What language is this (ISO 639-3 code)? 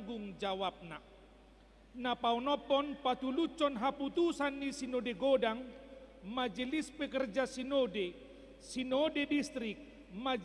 bbc